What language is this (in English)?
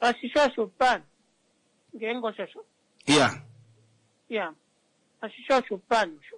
Kuanyama